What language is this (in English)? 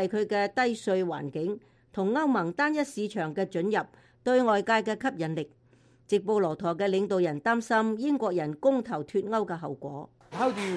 Cantonese